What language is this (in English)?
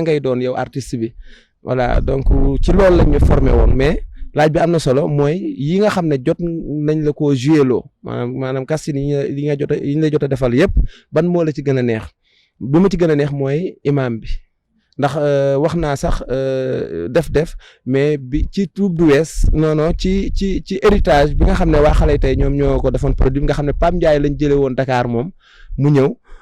Wolof